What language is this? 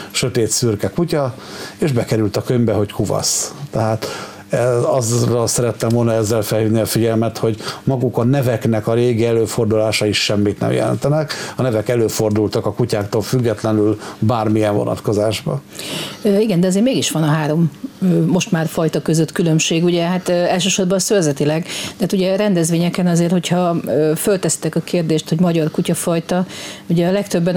Hungarian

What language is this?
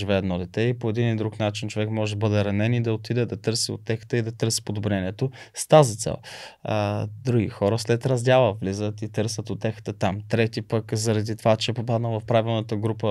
Bulgarian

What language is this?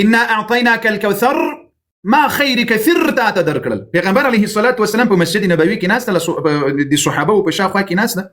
Pashto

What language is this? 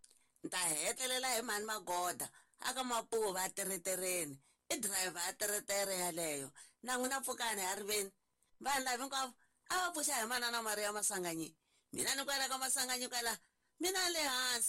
Tsonga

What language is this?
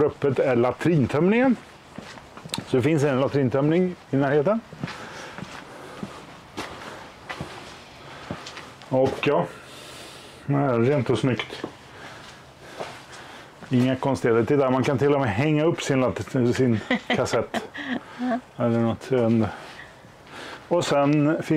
Swedish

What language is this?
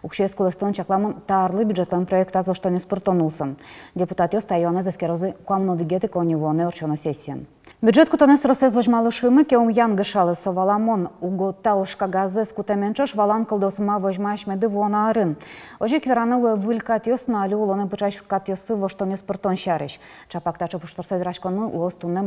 Udmurt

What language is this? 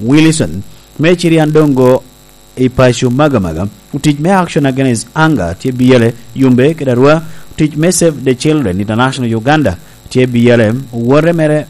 Lango (Uganda)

